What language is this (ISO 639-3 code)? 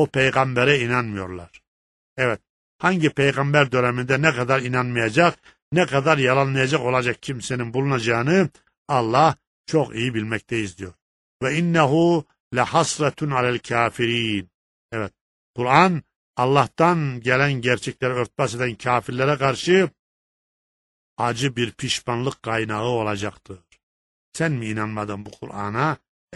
tur